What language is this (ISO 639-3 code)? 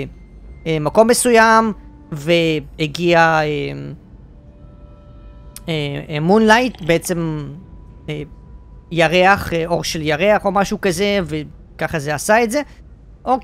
heb